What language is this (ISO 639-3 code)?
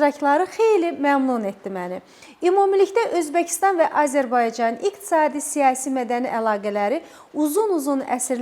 aze